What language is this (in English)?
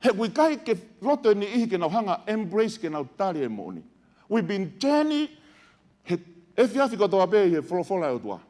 Tongan